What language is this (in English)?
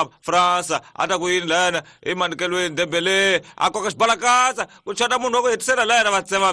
Tsonga